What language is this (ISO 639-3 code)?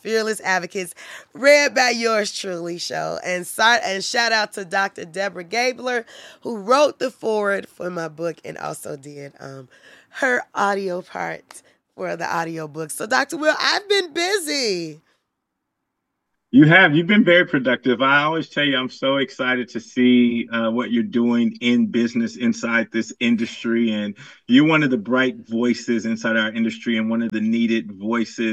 eng